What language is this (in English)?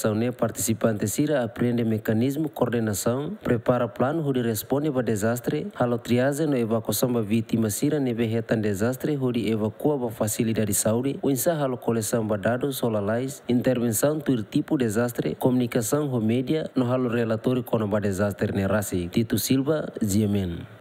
Tetum